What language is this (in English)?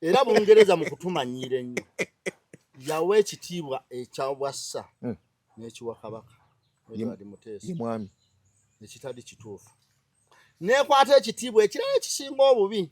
Ganda